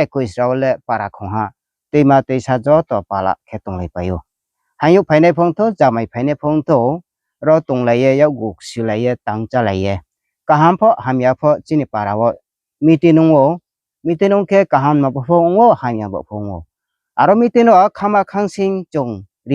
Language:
Riang (India)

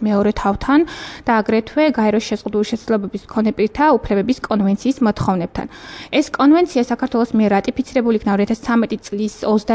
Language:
Georgian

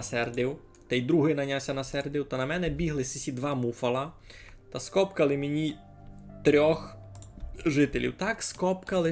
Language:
Rusyn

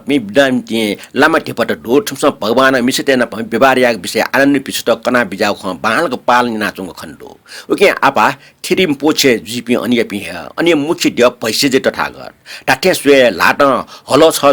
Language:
Newari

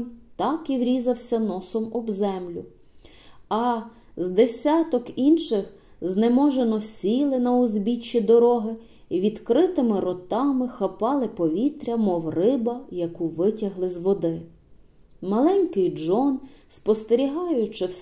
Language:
Ukrainian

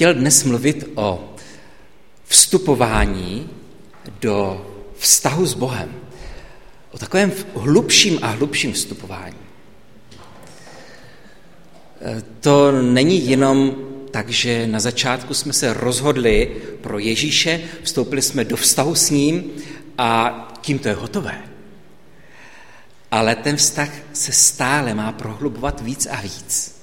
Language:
Czech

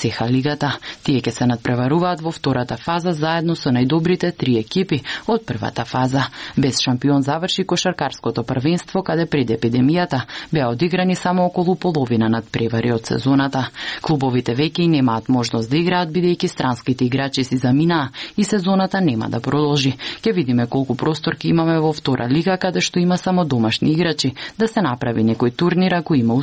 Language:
Macedonian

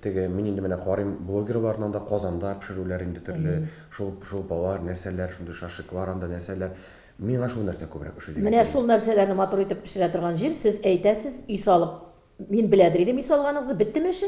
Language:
Tatar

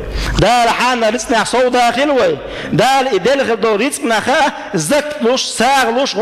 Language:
Chechen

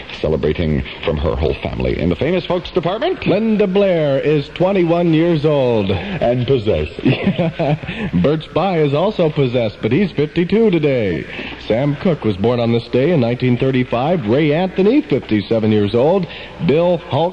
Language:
English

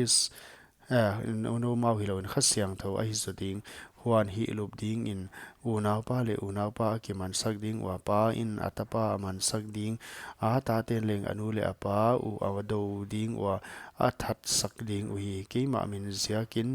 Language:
Paite Chin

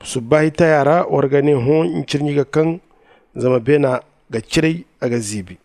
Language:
Zarma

